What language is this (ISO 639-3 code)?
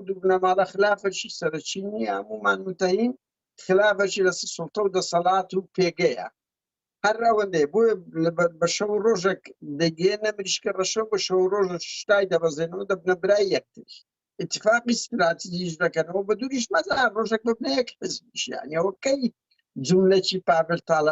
ckb